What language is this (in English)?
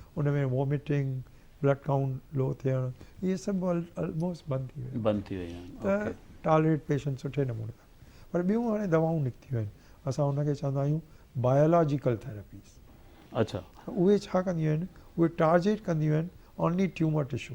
Sindhi